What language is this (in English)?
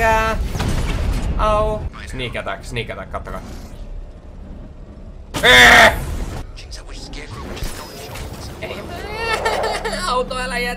Finnish